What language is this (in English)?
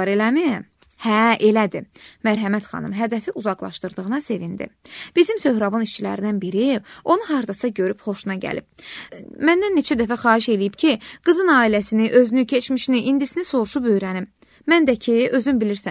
Azerbaijani